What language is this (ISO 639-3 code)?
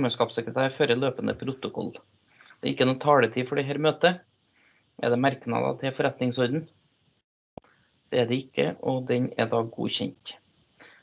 nor